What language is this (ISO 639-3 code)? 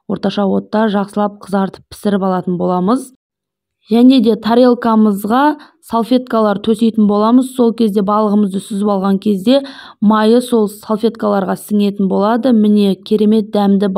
kaz